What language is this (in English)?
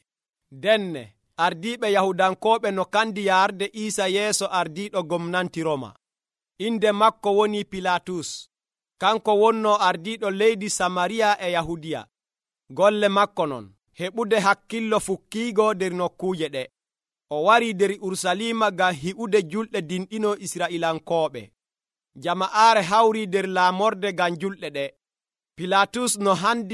Nigerian Fulfulde